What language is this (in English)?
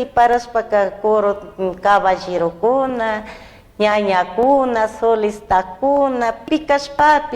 Chimborazo Highland Quichua